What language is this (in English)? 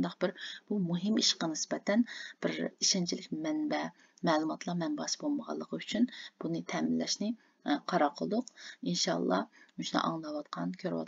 Uyghur